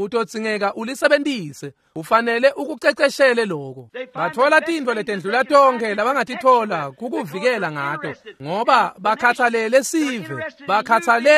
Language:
Swati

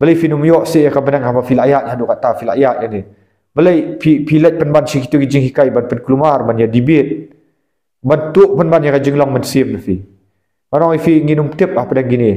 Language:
Khasi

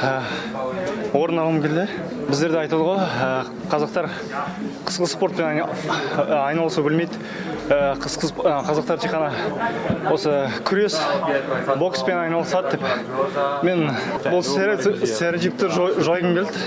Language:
Kazakh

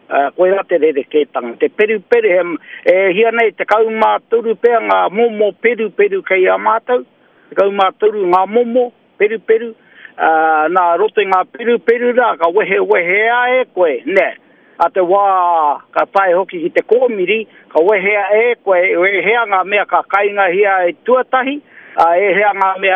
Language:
Māori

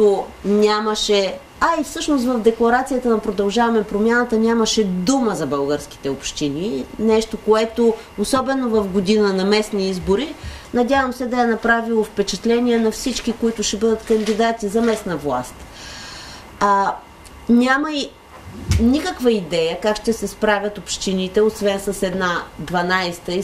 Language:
Bulgarian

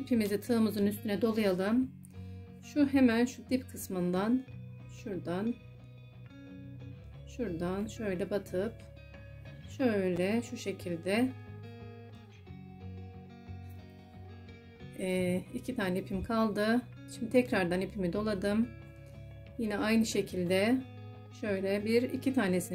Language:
Turkish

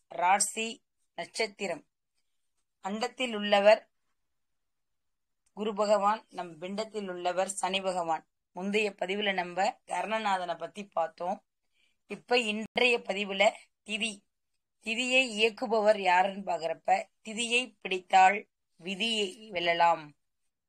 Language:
Tamil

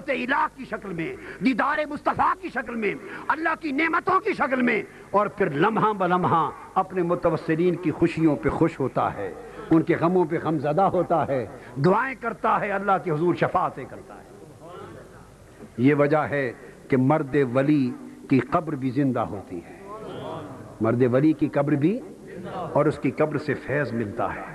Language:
Urdu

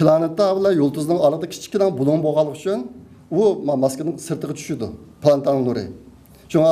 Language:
Uyghur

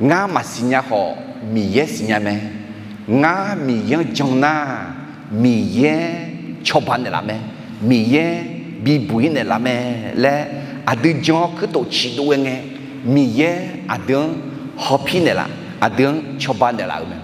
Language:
Akha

